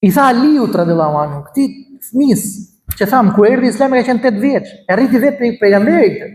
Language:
Albanian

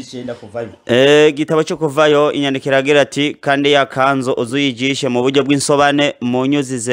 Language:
Rundi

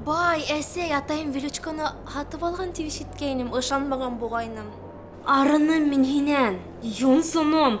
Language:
Bashkir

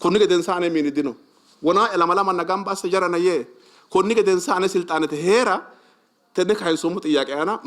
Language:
Sidamo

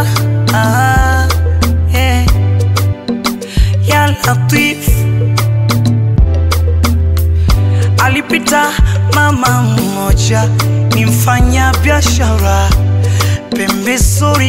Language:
Swahili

